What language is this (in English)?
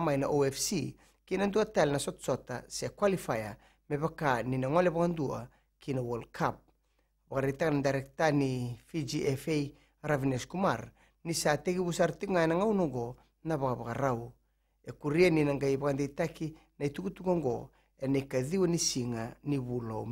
Fijian